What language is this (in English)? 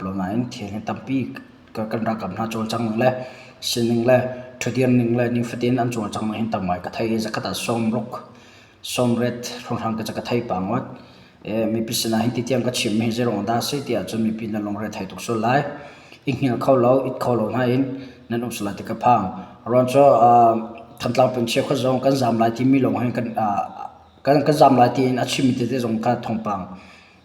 Hakha Chin